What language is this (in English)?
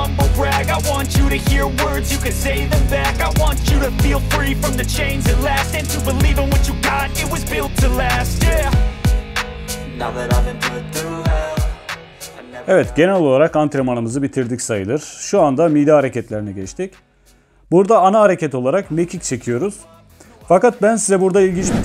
Turkish